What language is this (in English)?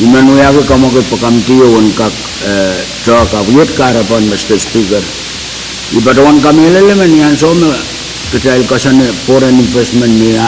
Pohnpeian